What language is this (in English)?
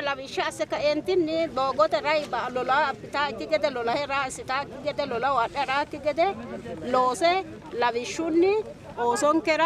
Sidamo